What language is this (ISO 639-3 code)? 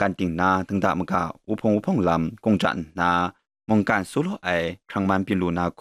kac